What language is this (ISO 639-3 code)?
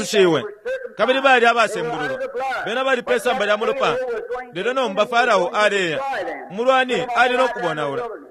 bem